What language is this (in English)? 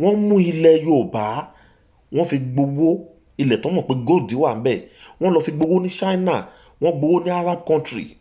Yoruba